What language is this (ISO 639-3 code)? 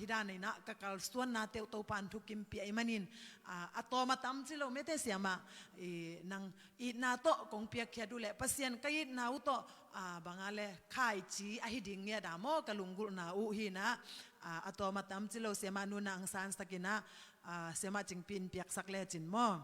ctd